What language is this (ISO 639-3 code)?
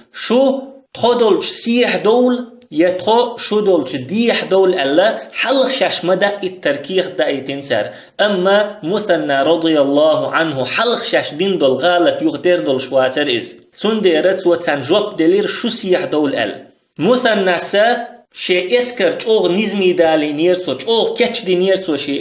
che